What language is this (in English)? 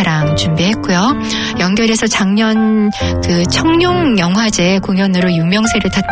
Korean